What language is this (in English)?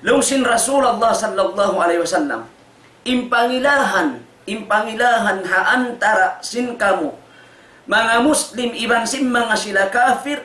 Tausug